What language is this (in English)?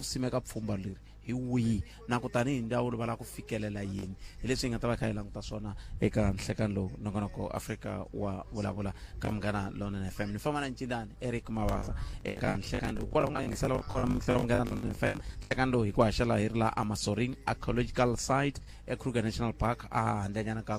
Tsonga